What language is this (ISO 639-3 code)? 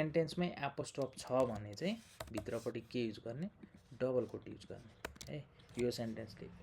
nep